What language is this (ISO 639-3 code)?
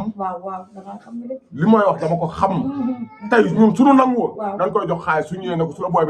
wol